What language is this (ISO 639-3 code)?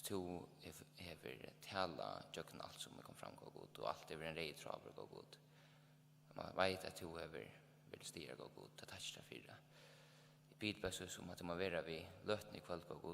fao